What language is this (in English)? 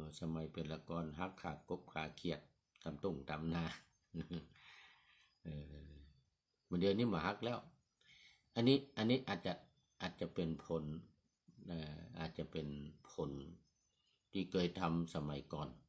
Thai